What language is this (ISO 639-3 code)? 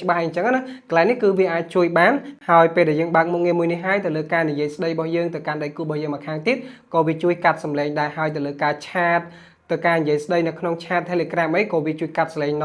khm